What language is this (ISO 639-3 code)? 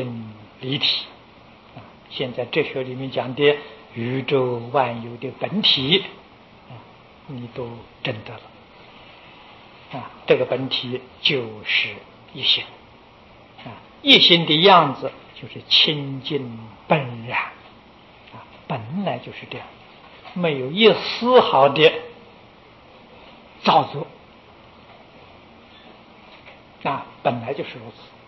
zho